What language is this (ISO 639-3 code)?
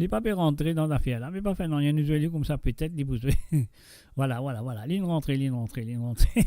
mfe